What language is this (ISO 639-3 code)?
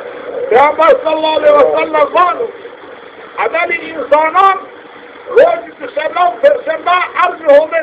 zza